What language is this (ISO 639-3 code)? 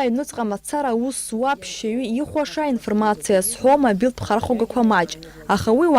abk